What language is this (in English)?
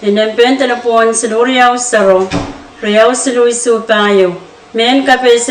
Pohnpeian